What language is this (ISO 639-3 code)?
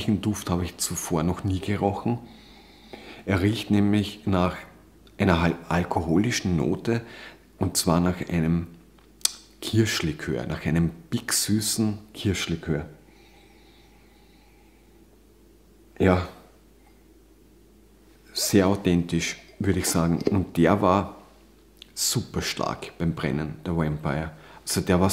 deu